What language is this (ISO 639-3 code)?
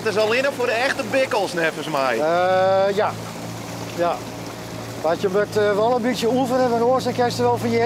fry